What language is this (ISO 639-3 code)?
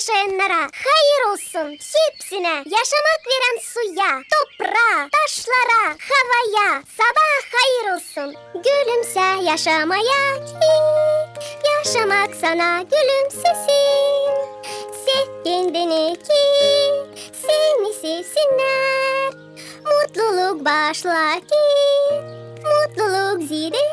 gag